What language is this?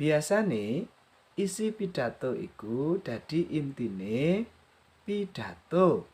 Javanese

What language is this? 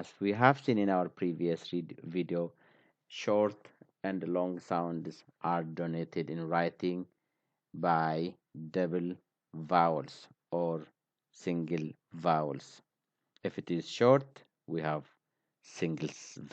English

